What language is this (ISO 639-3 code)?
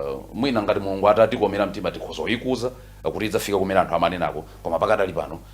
nya